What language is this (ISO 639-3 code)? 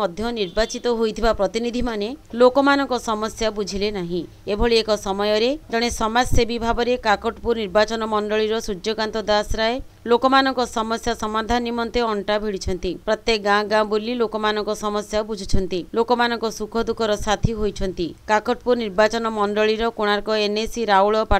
ori